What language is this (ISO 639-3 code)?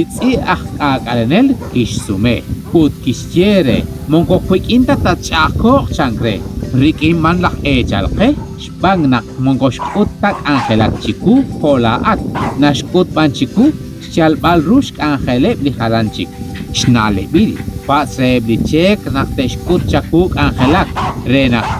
kek